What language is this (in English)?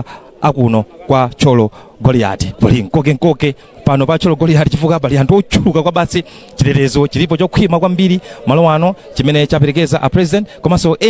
Nyanja